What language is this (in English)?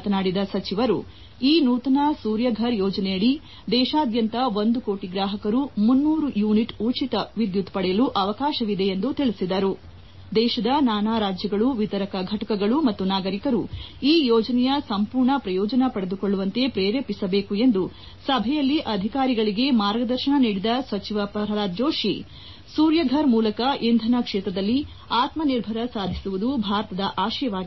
Kannada